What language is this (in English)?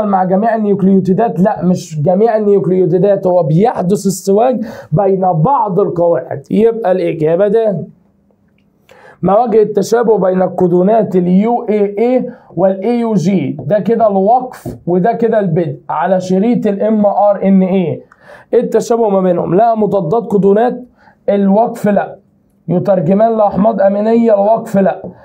Egyptian Arabic